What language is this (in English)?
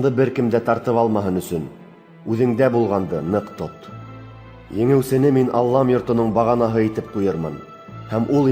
Bashkir